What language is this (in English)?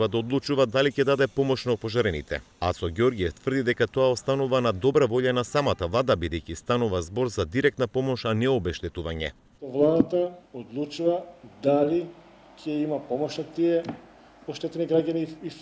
Macedonian